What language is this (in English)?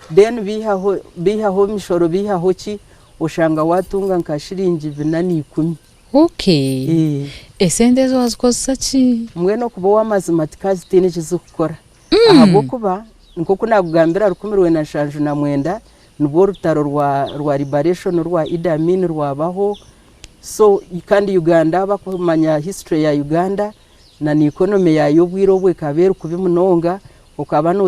Nyankole